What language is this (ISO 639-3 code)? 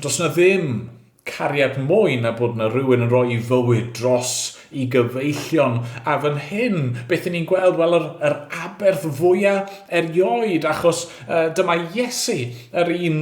cym